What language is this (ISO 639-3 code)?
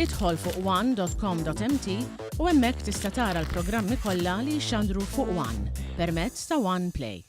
mlt